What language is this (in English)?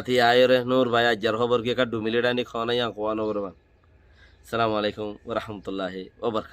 Rohingya